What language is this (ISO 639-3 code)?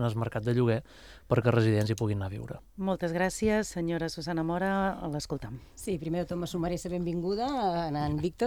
cat